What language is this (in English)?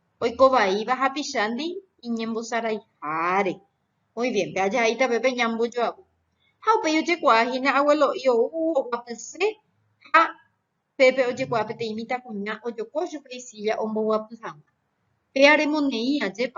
Guarani